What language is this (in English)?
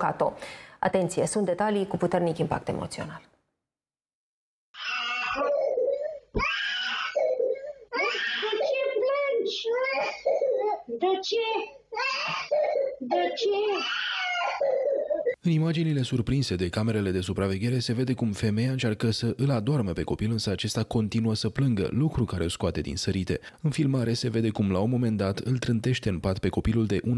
Romanian